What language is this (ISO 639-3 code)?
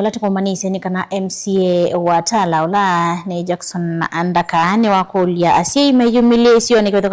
kam